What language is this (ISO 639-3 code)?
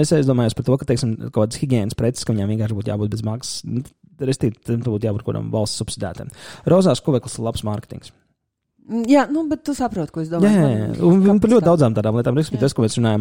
lav